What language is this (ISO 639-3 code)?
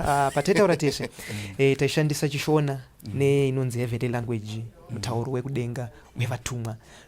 sna